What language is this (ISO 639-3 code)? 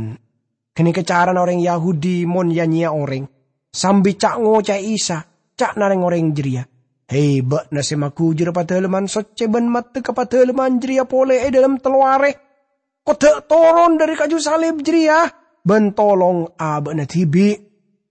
mad